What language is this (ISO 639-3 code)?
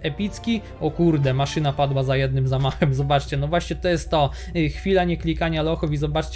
pol